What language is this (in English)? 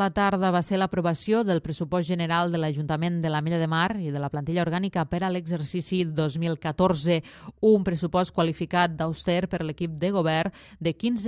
Catalan